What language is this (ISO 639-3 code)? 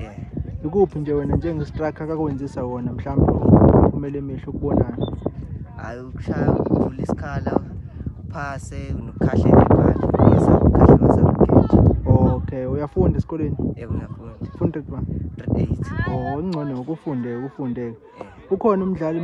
zul